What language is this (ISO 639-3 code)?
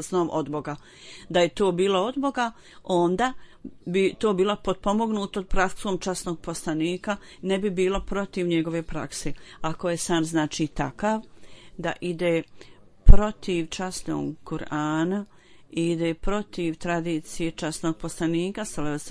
bos